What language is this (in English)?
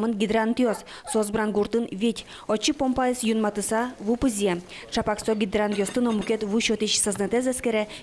Udmurt